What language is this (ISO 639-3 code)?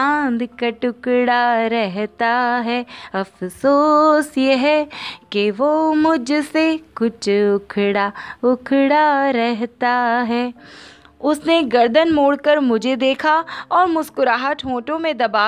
urd